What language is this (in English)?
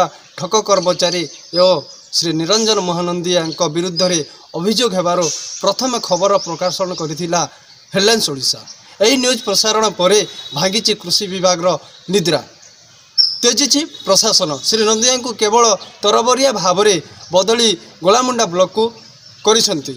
Odia